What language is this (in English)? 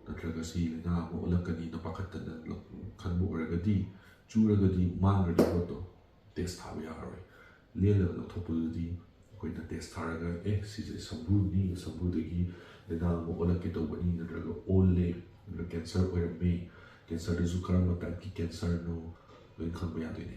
Manipuri